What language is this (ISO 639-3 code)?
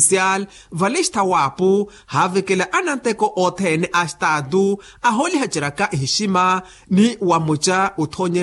vmw